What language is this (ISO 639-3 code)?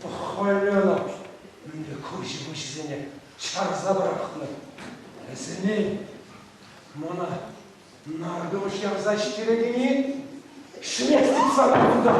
chv